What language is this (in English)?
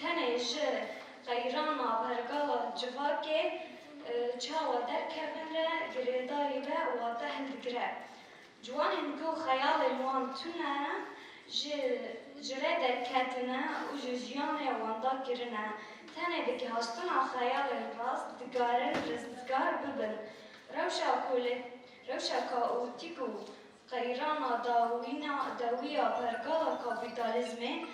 Kurdish